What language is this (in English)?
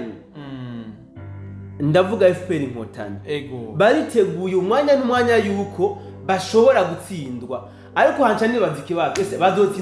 Rundi